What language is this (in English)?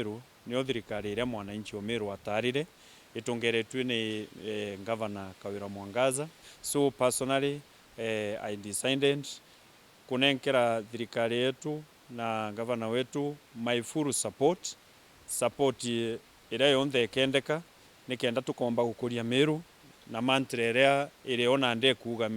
Meru